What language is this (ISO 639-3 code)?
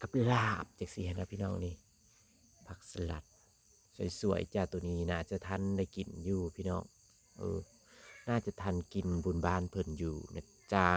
lao